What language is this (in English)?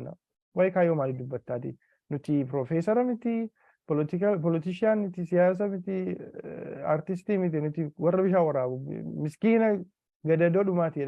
Oromo